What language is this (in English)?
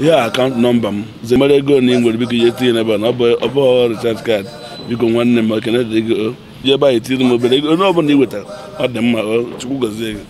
Igbo